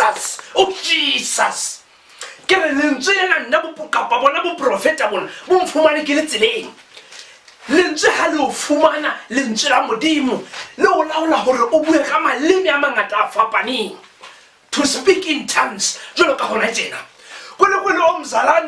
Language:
Southern Sotho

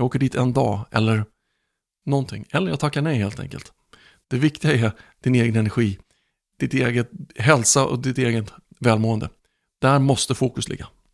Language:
Swedish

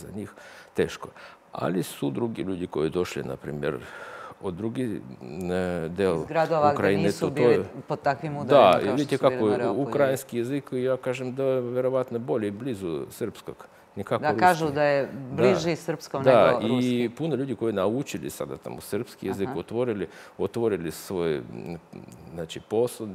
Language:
Serbian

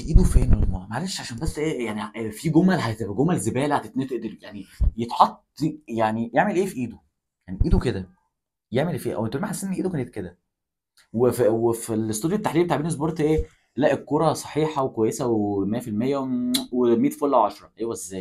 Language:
Egyptian Arabic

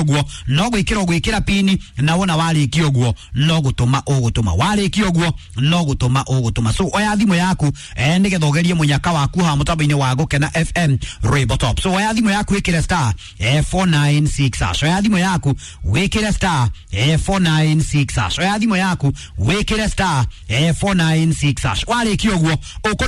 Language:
Kikuyu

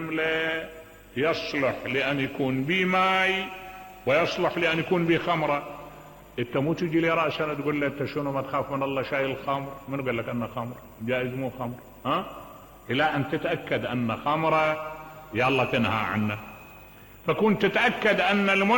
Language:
Mesopotamian Arabic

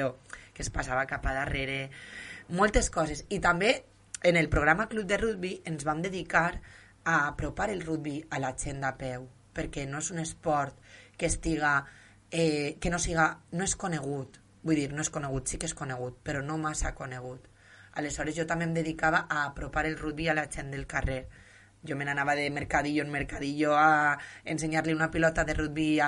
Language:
Catalan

